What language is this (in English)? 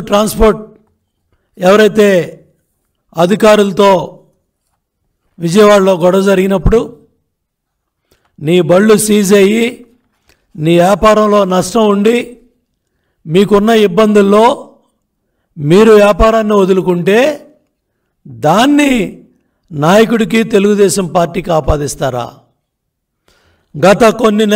Telugu